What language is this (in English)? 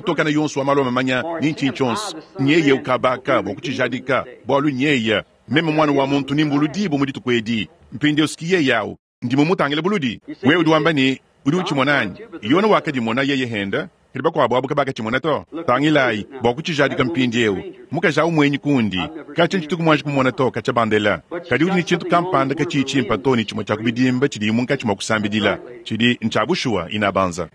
Luba-Lulua